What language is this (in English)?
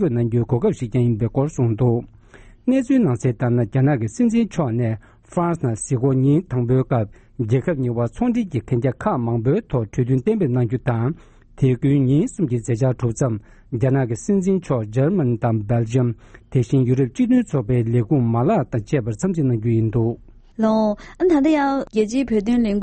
Tibetan